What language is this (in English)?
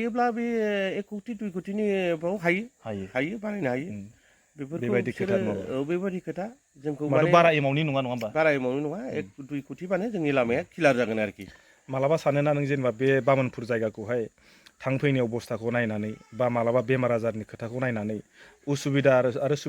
Bodo